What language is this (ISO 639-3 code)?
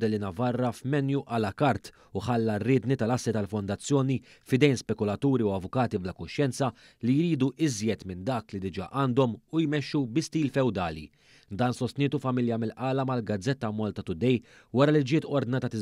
mlt